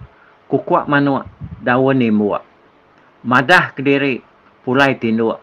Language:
Iban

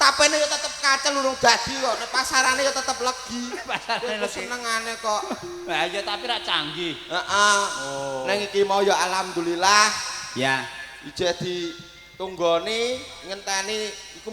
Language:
Javanese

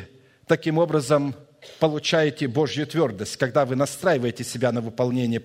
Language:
Russian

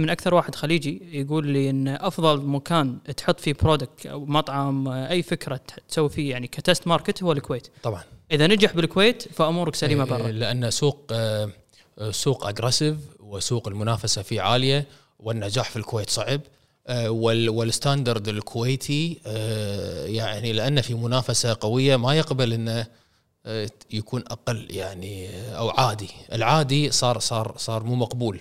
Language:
Gulf Arabic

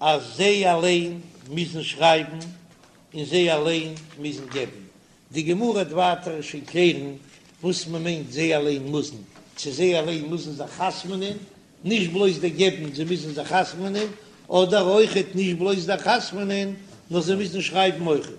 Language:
Yiddish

